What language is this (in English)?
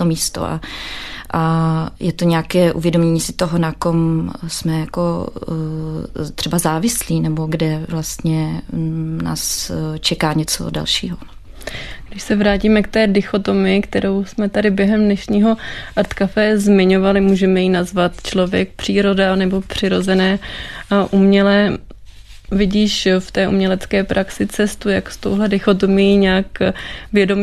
Czech